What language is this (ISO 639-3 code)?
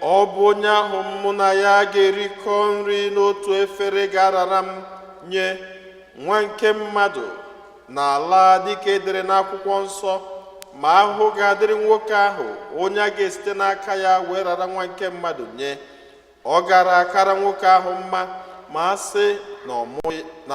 ibo